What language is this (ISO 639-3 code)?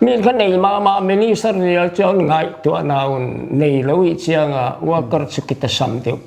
pck